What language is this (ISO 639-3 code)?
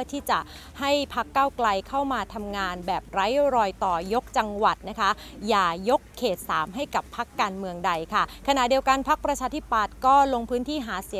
tha